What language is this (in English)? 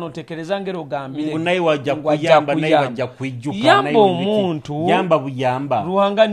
Nyoro